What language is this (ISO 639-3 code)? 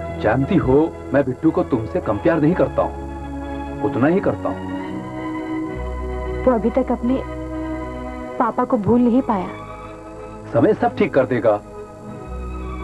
hin